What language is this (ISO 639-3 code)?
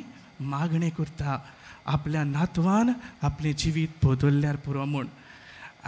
kok